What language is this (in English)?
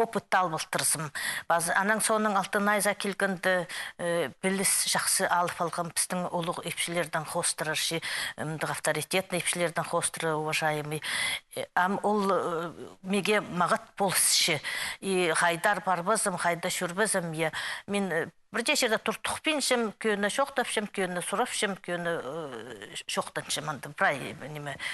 Khakas